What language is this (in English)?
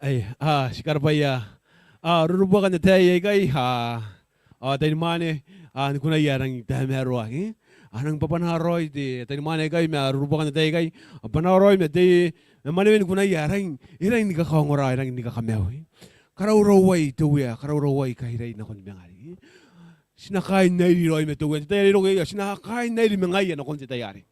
Gilbertese